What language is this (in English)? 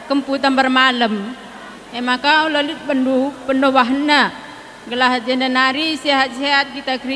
Batak Karo